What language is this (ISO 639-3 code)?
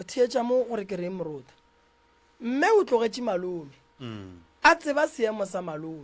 nso